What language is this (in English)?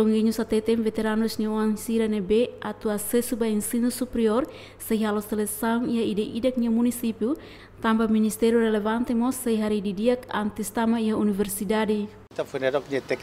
Tetum